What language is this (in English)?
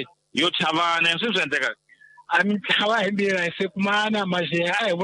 Tsonga